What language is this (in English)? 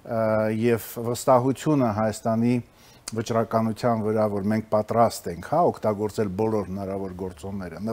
Armenian